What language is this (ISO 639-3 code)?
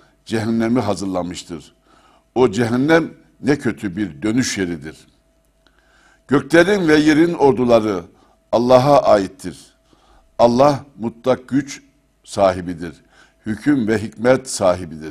tur